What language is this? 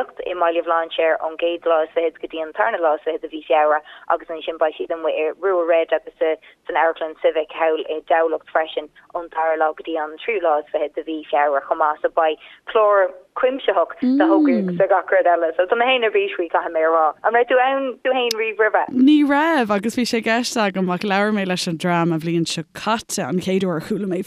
Irish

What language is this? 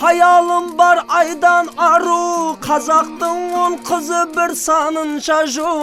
Kara-Kalpak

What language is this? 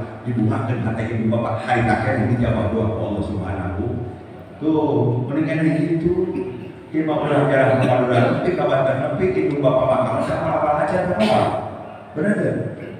Sundanese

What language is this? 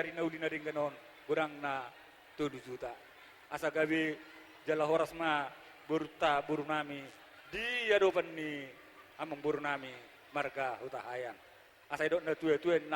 Batak Toba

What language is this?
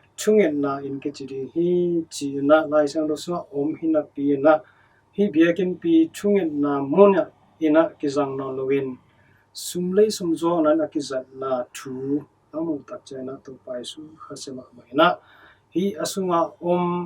Tedim Chin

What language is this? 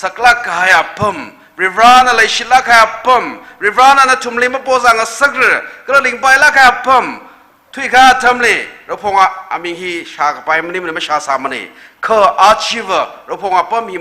Tangkhul Naga (India)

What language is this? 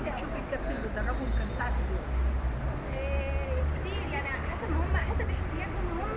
Egyptian Arabic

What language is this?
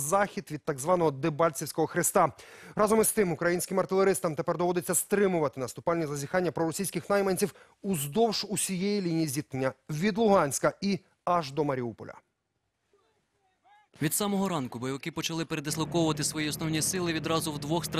Ukrainian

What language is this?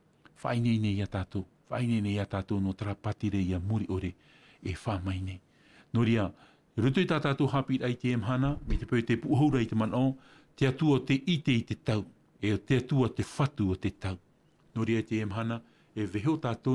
Tahitian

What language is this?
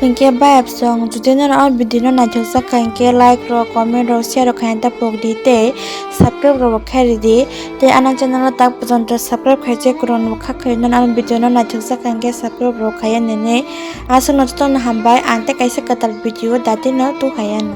Kok Borok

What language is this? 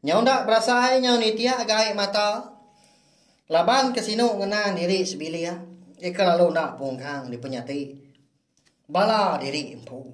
Iban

